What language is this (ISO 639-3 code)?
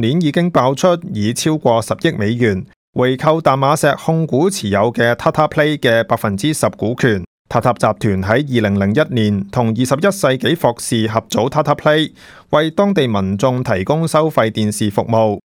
yue